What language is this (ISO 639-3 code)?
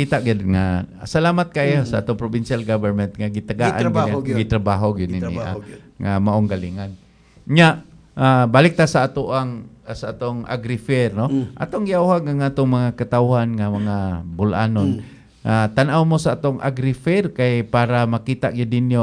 ceb